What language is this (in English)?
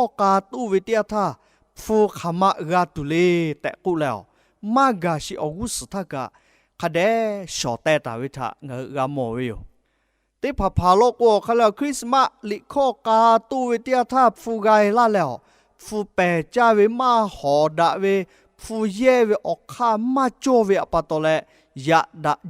Lahu